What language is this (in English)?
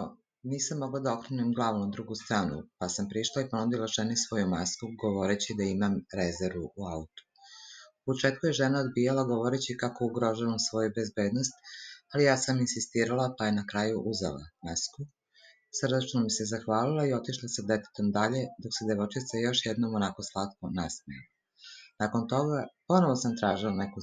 Serbian